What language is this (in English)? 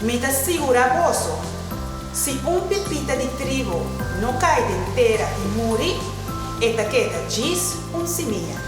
Papiamento